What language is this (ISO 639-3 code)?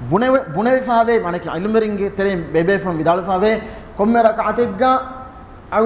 div